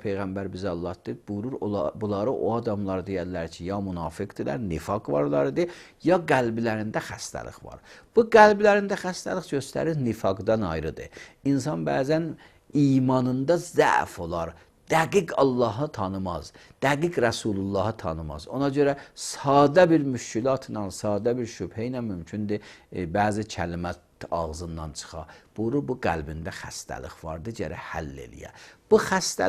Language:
Azerbaijani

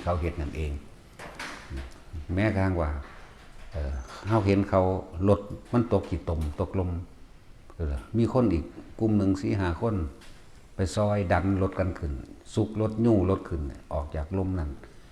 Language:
Northeastern Thai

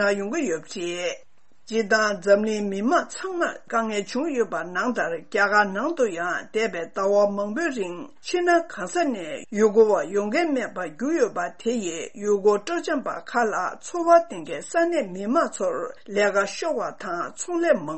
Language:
Tibetan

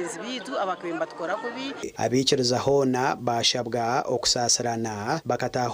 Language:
Nyankole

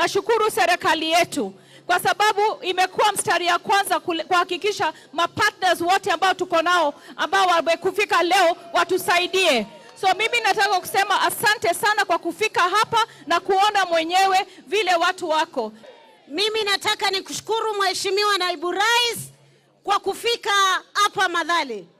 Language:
Gusii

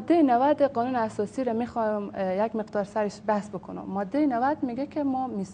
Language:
Persian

